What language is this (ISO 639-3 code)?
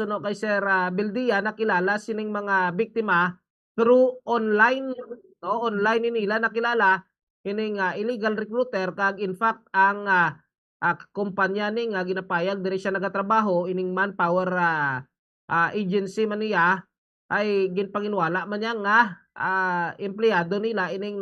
hil